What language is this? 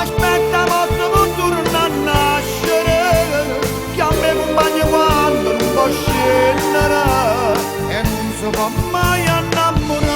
Neapolitan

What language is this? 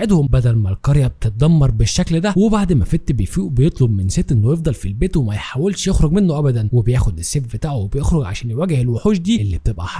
Egyptian Arabic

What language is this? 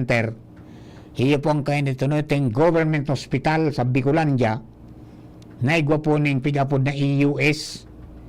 Bikol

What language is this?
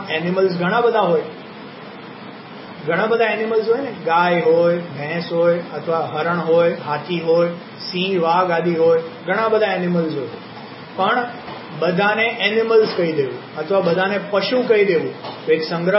Gujarati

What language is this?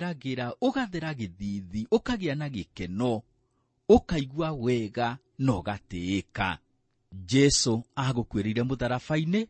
Kikuyu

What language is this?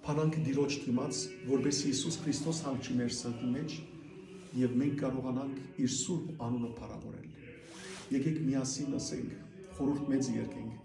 Western Armenian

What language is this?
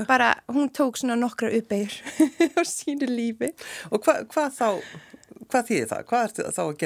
Icelandic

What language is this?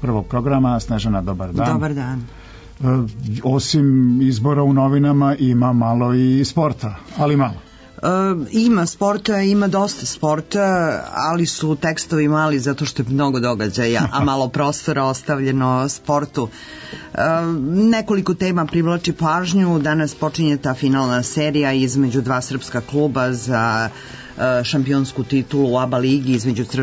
Serbian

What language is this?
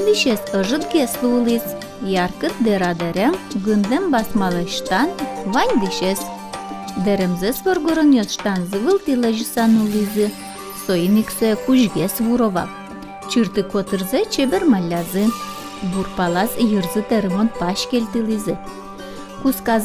Udmurt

